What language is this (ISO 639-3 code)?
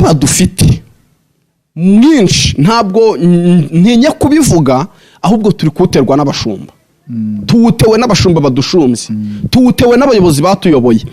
kin